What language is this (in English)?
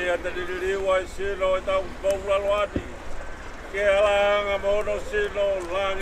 Tongan